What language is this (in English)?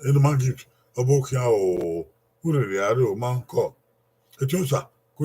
Bini